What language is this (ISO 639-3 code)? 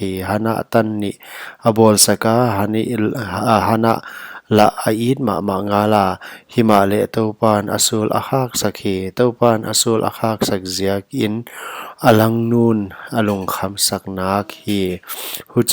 pck